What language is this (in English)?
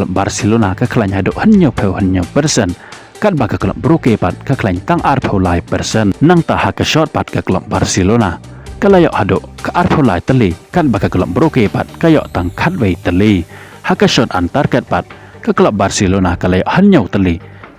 Khasi